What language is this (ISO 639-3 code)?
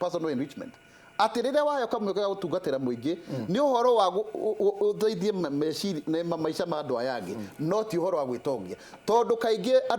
kik